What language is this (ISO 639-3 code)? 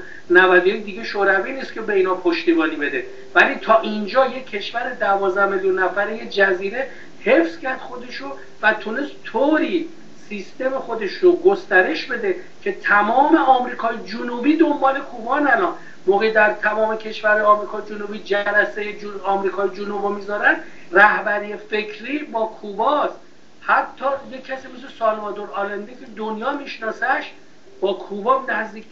fas